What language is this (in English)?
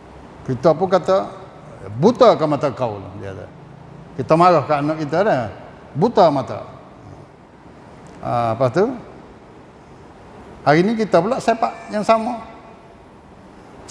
Malay